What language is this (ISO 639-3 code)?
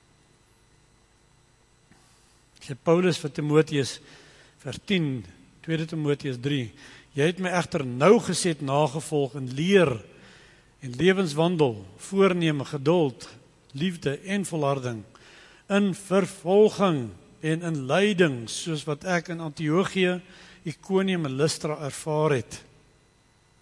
afr